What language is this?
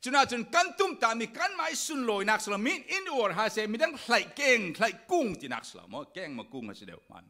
Falam Chin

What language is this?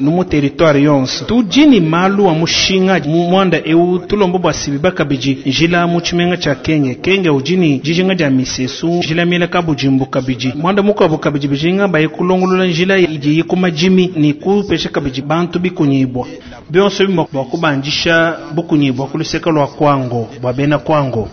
Luba-Lulua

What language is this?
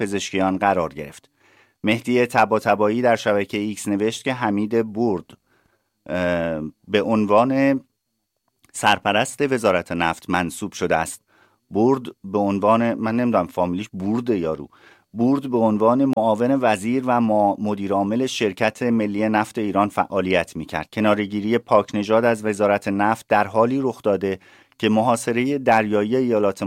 Persian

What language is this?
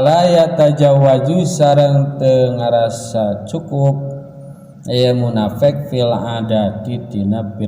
Sundanese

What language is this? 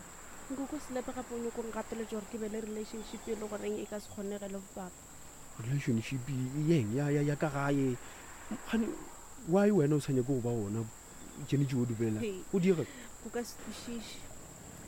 Northern Sotho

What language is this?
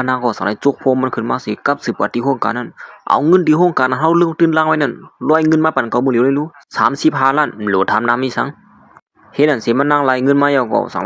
Shan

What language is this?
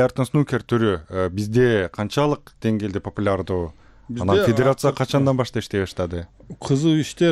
Kyrgyz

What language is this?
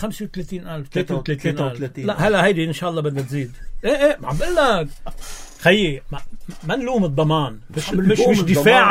North Levantine Arabic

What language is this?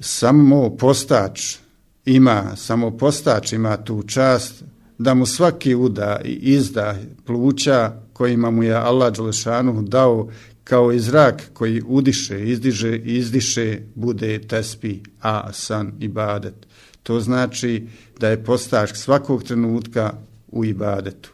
Bosnian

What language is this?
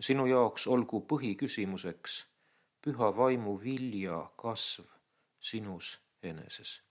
Estonian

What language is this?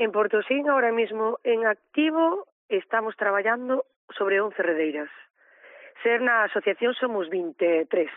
Galician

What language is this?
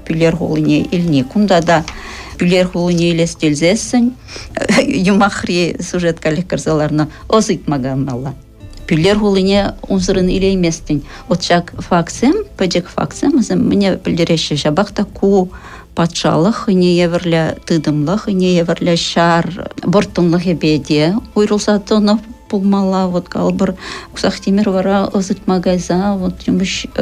Chuvash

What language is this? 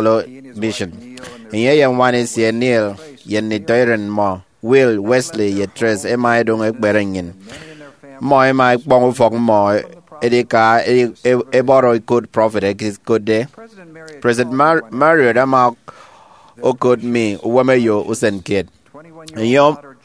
Efik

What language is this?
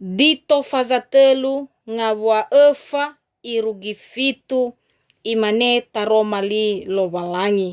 Nias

